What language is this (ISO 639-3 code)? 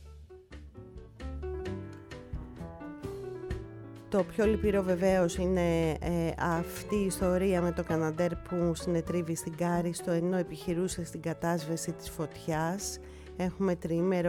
ell